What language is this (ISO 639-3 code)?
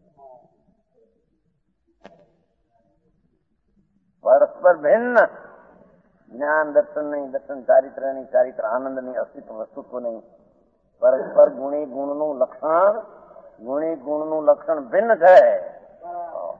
guj